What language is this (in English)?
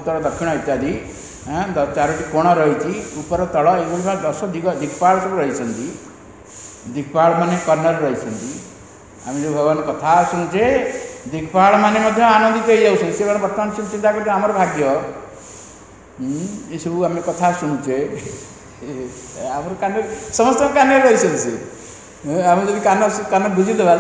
Odia